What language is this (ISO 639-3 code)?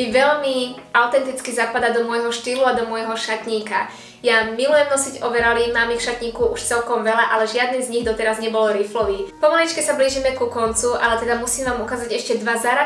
slk